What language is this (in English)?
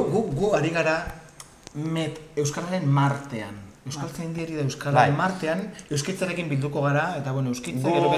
Basque